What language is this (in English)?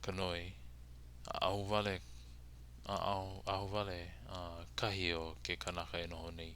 Hawaiian